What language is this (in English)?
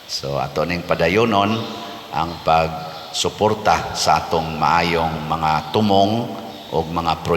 Cebuano